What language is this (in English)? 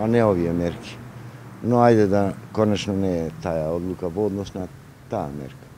Macedonian